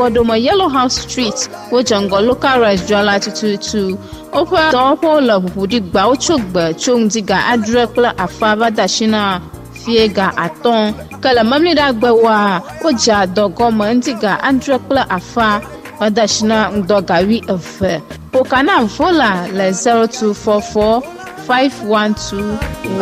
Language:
Ewe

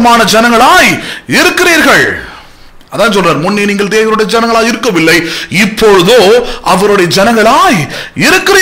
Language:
Tamil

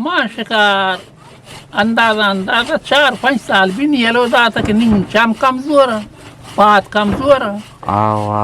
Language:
Eastern Balochi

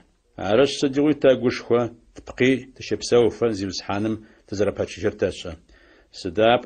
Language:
Adyghe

